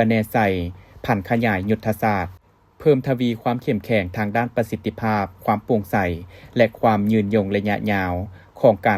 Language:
Lao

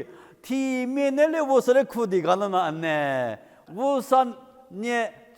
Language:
Lisu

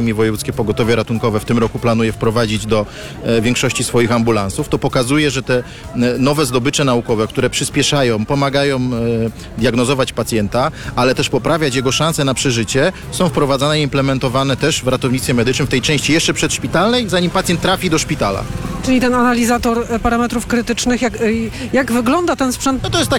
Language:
Polish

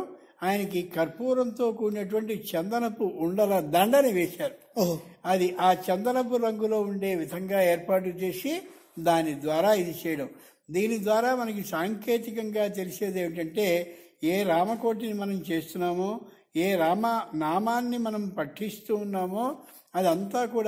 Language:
Telugu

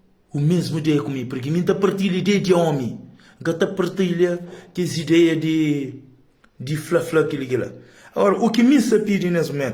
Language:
Kabuverdianu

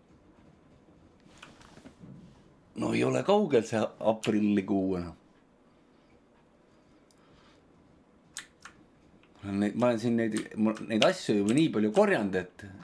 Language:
Estonian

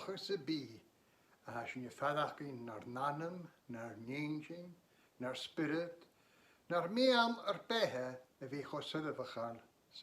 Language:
Scottish Gaelic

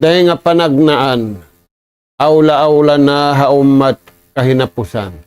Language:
Tausug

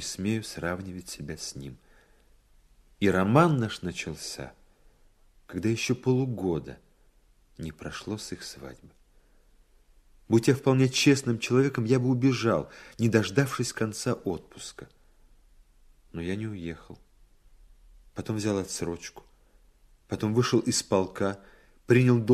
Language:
Russian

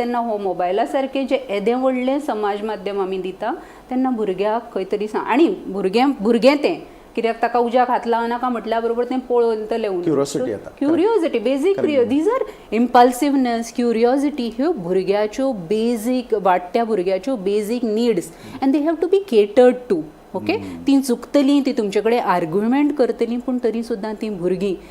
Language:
Konkani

